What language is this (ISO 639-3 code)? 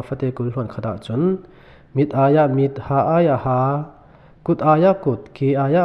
cfm